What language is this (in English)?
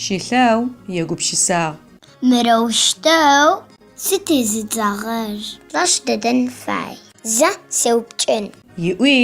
Adyghe